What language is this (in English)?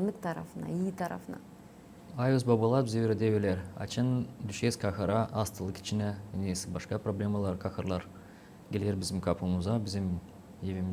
Gagauz